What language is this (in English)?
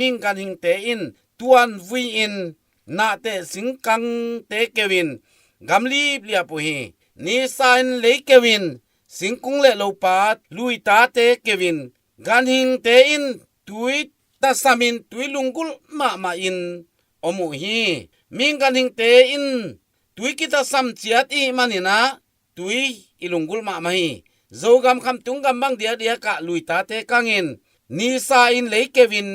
Tedim Chin